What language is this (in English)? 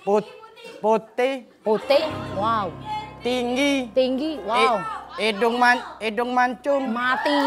Musi